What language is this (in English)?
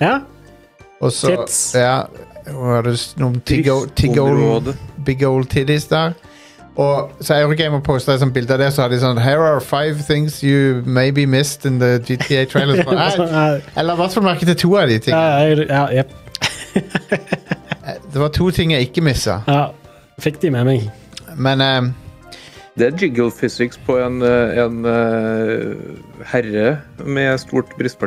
Norwegian